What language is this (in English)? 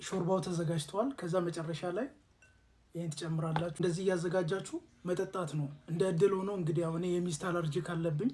Amharic